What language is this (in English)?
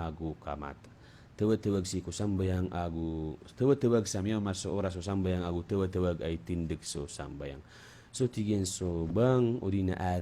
Maranao